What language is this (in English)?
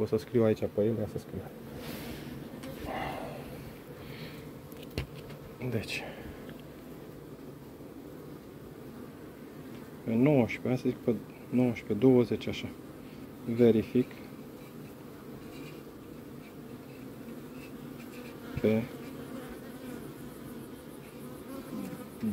Romanian